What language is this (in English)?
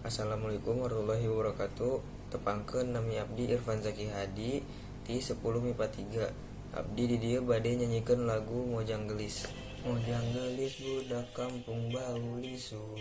Sundanese